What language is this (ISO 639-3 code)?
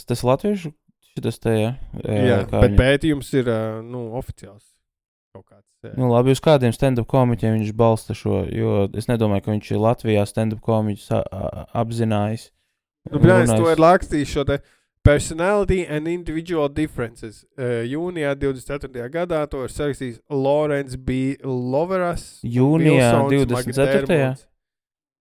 lav